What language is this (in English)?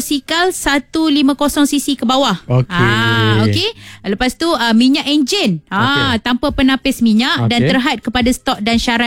Malay